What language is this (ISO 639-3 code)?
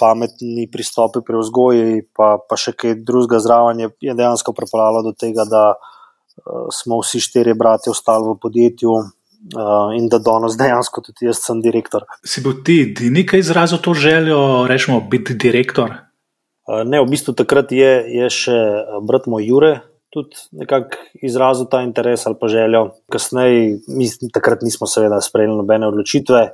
slv